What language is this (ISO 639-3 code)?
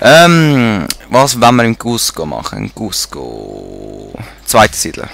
gsw